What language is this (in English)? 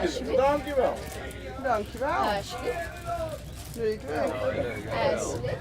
Limburgish